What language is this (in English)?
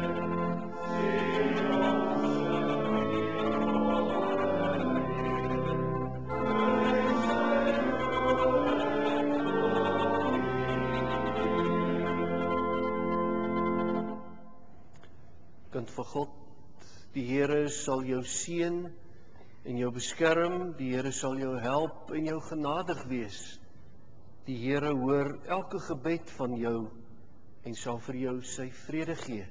Afrikaans